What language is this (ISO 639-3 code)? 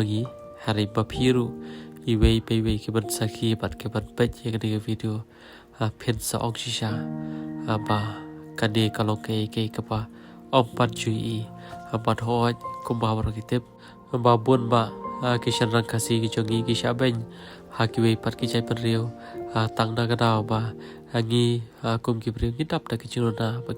kha